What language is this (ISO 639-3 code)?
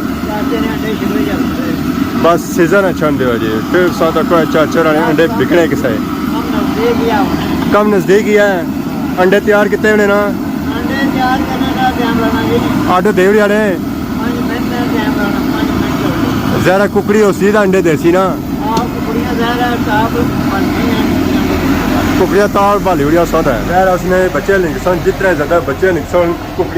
phr